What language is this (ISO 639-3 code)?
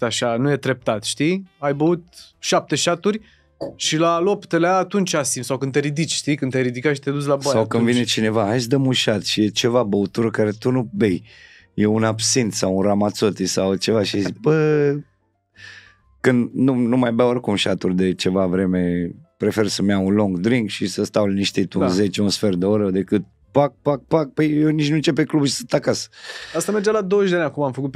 ron